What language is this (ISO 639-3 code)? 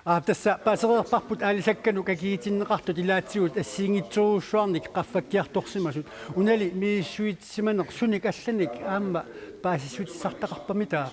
kal